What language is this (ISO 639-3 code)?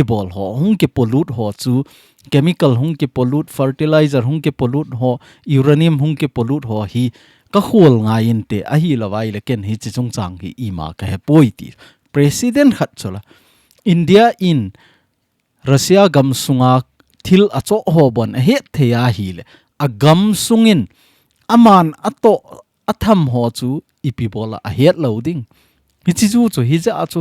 tcz